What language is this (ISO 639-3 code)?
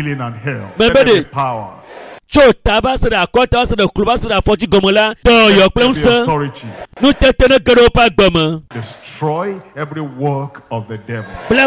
ewe